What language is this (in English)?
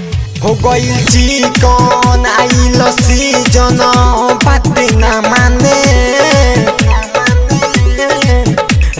Bhojpuri